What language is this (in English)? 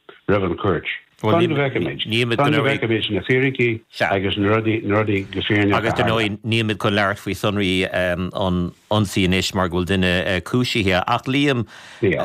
Irish